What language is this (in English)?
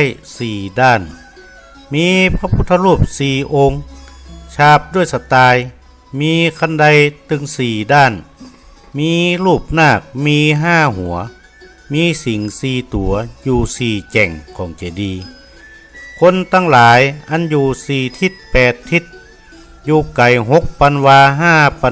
Northern Thai